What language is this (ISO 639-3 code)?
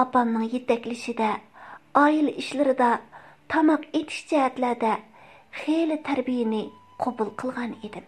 uig